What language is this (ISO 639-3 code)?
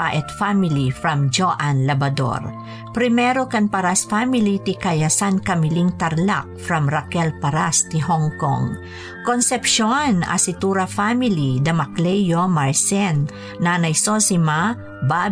ilo